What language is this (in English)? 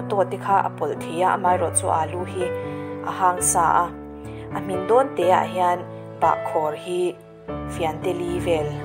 Mizo